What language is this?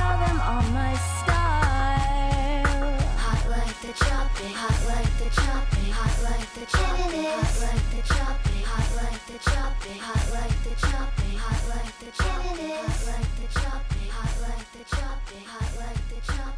English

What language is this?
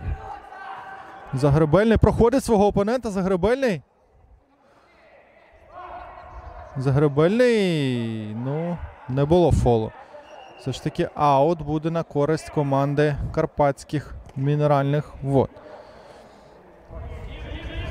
Ukrainian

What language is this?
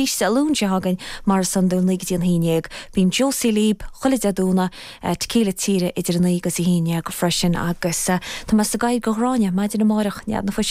Irish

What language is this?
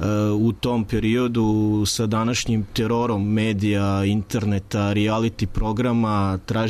Serbian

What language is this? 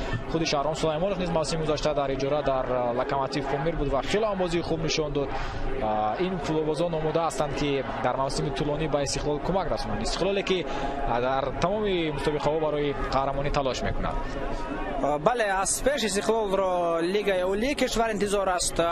Tajik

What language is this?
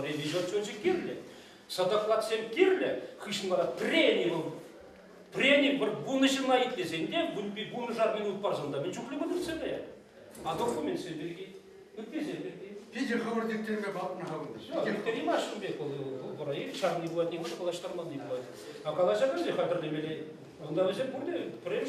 Chuvash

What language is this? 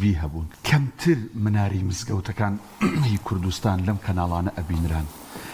Central Kurdish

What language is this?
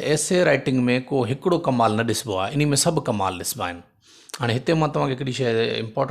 Sindhi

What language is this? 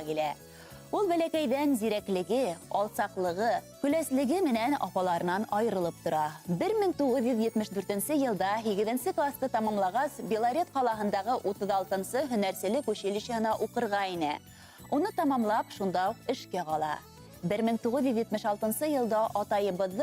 Bashkir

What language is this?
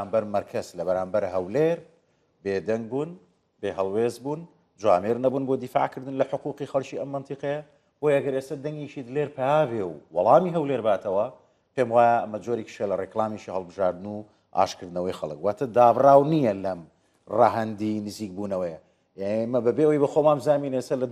Central Kurdish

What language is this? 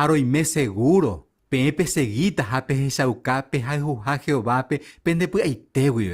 Guarani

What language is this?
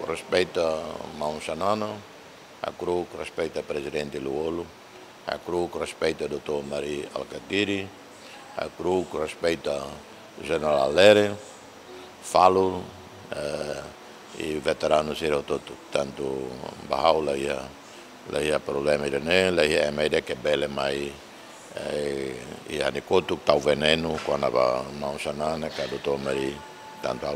Tetum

